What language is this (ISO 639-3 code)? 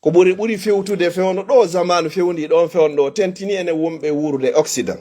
ful